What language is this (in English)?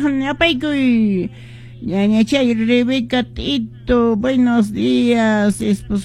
Quechua